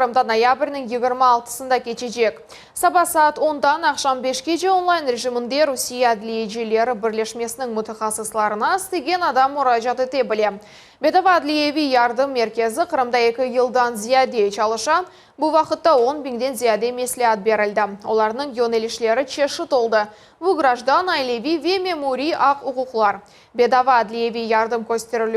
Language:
Crimean Tatar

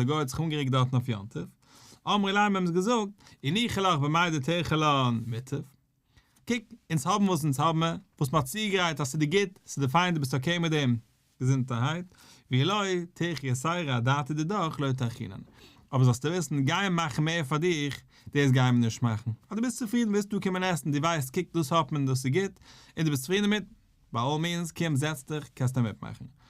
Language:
Yiddish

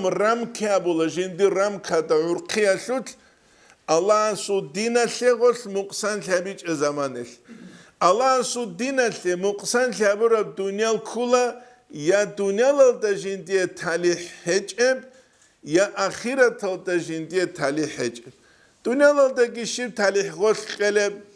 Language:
Avaric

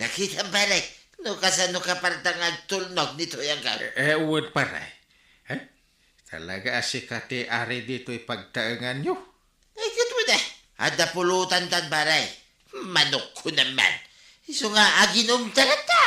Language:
Iloko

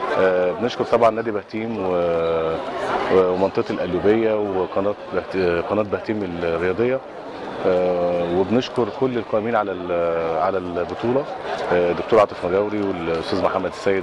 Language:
Egyptian Arabic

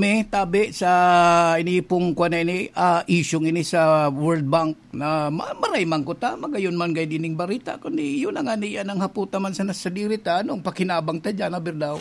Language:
Bikol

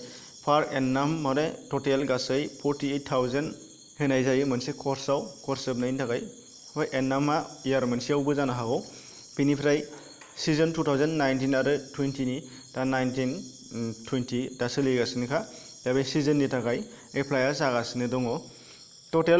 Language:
Bodo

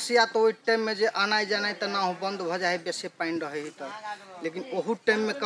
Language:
Maithili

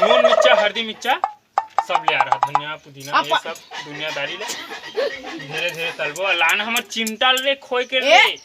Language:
Chhattisgarhi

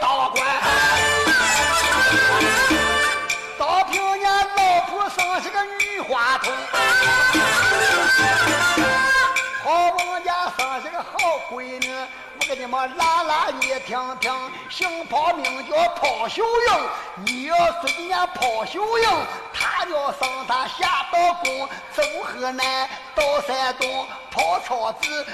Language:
Chinese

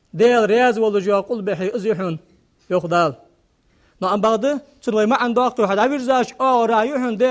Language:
Ingush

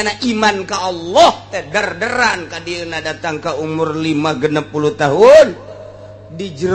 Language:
Sundanese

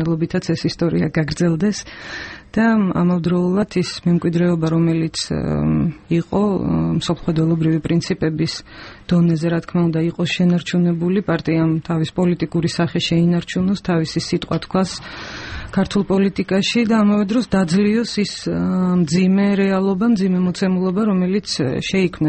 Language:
Georgian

